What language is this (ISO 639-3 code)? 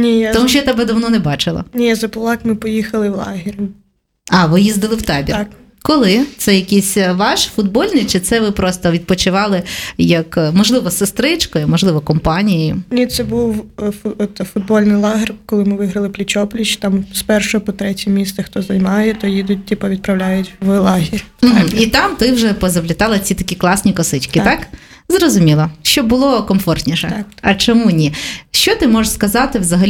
ukr